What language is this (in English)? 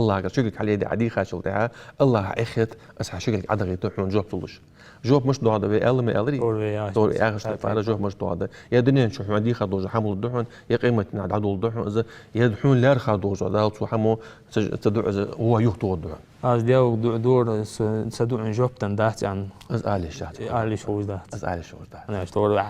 Ingush